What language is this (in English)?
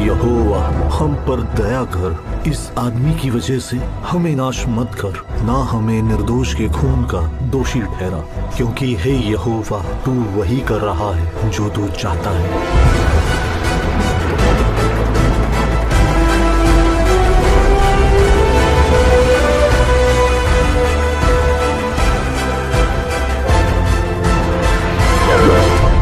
Hindi